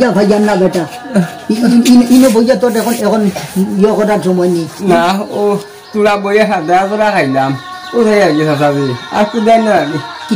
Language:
Sylheti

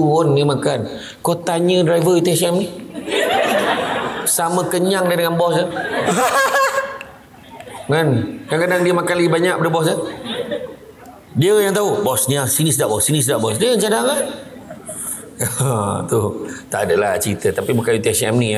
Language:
Malay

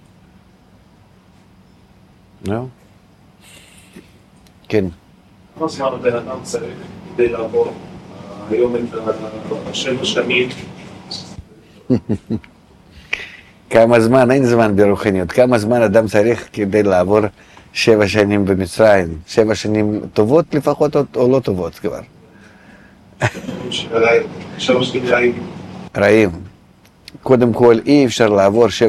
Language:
Hebrew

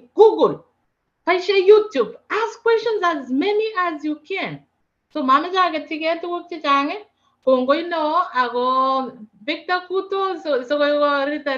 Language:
Kalenjin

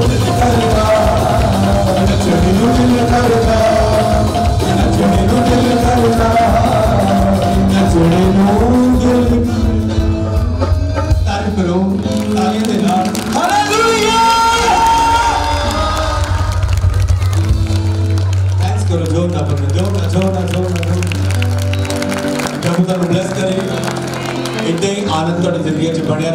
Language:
Hindi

